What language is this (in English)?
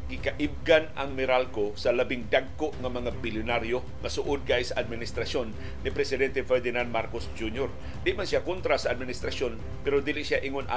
Cebuano